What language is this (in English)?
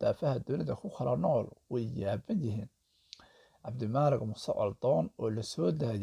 Somali